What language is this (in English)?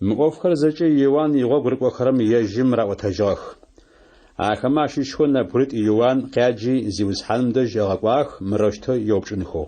Adyghe